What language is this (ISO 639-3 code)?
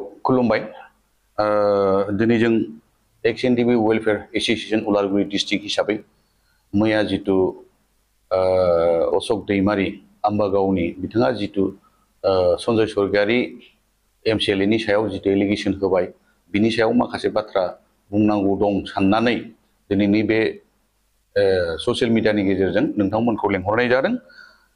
brx